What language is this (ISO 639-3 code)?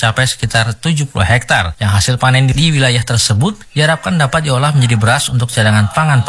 ind